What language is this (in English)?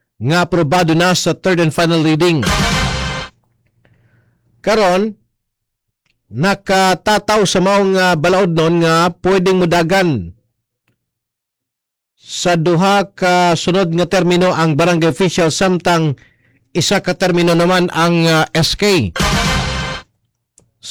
Cebuano